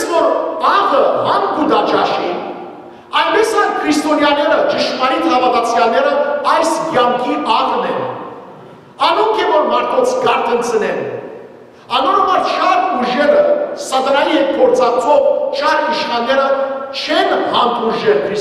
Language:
Western Armenian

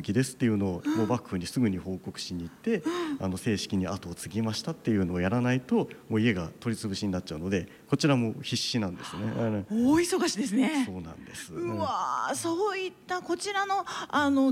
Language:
Japanese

